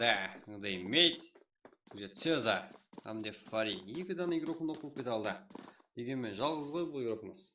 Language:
Kara-Kalpak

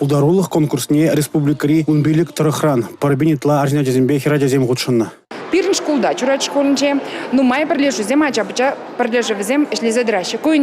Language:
Chuvash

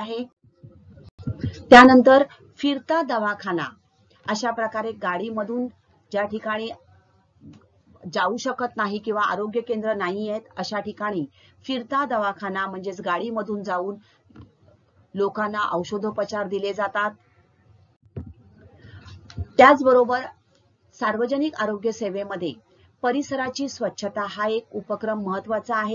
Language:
Marathi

